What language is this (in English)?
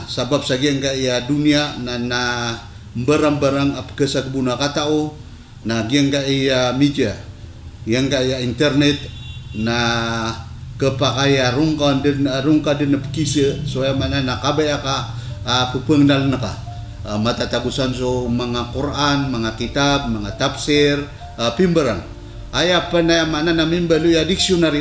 Maranao